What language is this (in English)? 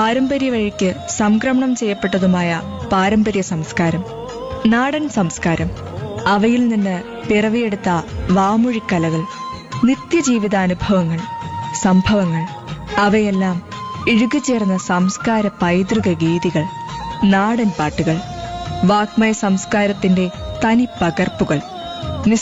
Malayalam